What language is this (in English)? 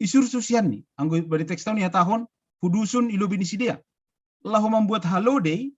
Batak Simalungun